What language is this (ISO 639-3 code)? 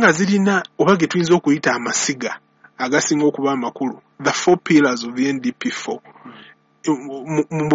lug